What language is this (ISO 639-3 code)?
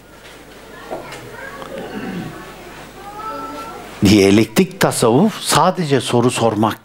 tur